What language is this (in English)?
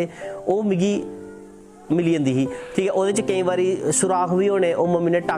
Dogri